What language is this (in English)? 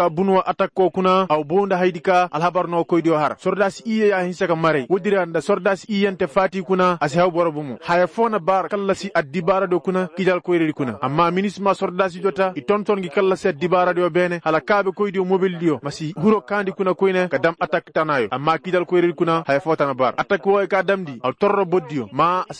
Koyraboro Senni